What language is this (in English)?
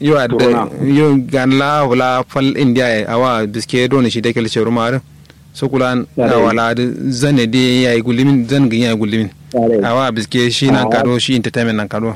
Kanuri